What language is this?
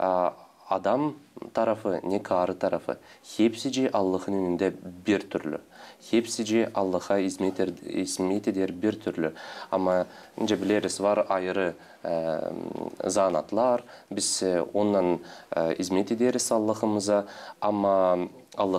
Gagauz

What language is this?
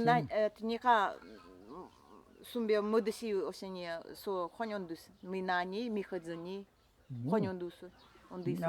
Nanai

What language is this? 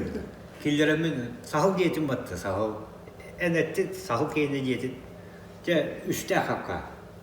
Yakut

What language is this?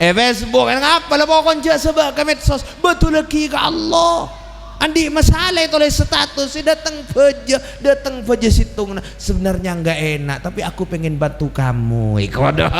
Madurese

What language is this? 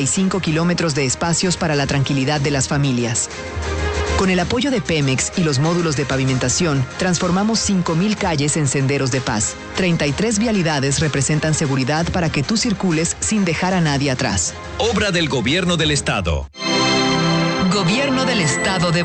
Spanish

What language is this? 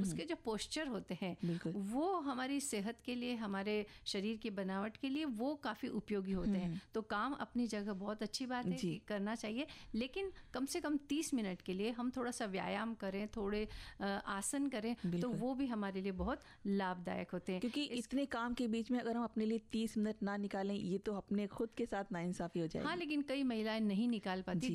Hindi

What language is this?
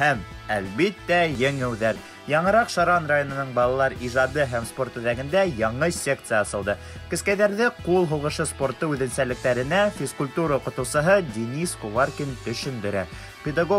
Bashkir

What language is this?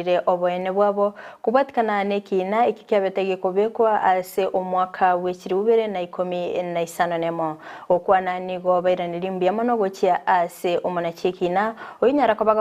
Gusii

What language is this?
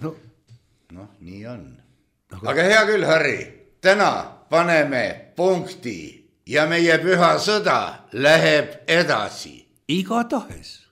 Estonian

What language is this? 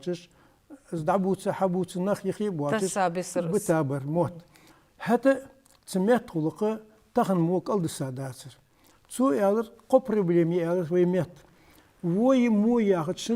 Ingush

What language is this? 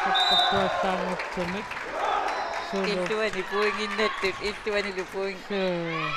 Kalaallisut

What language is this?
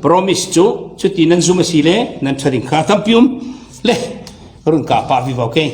Falam Chin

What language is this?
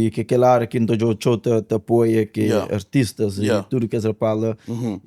Kabuverdianu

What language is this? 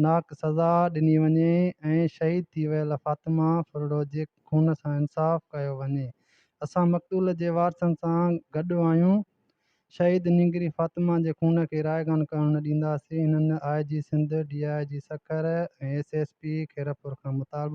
Sindhi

